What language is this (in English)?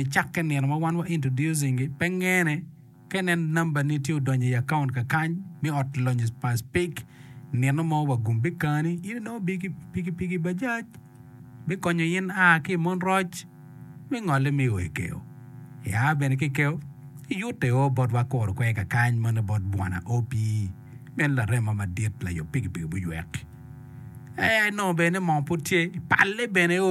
Acoli